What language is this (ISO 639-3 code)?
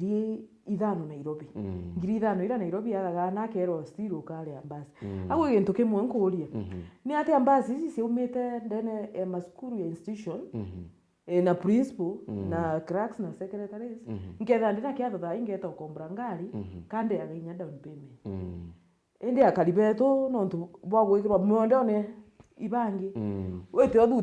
mer